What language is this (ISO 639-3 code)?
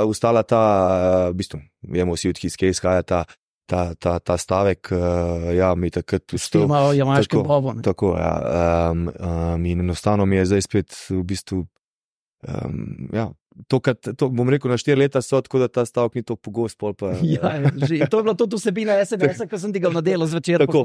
slv